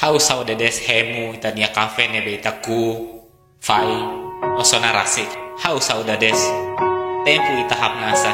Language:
Tetum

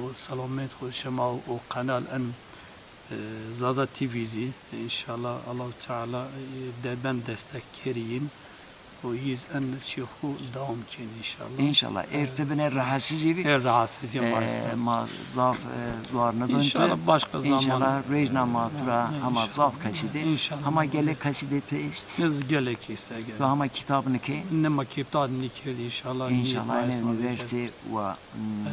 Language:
Zaza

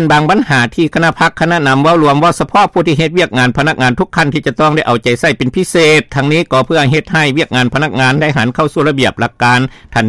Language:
Lao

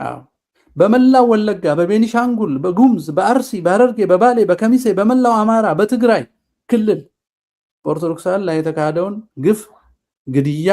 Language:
Amharic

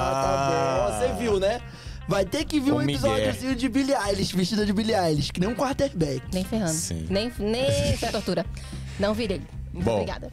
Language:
Portuguese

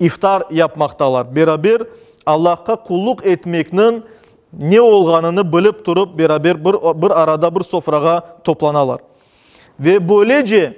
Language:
Crimean Tatar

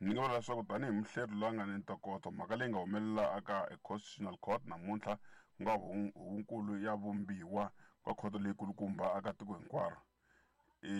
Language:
Tsonga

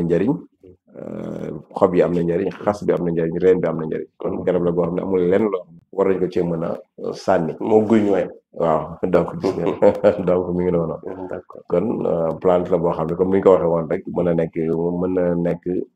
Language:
Wolof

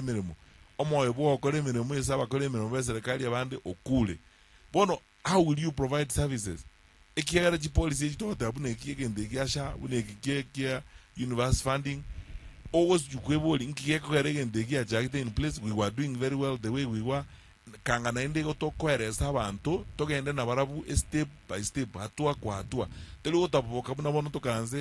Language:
Gusii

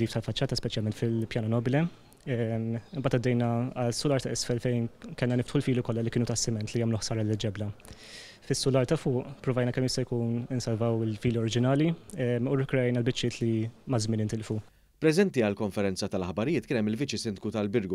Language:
Maltese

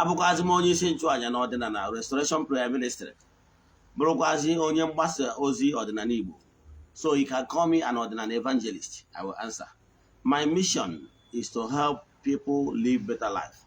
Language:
Igbo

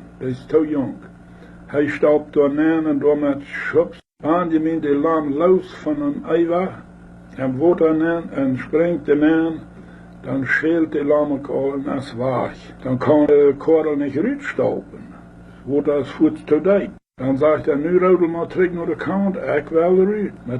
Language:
Plautdietsch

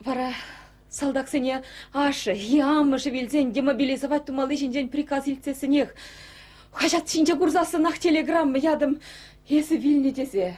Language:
Chuvash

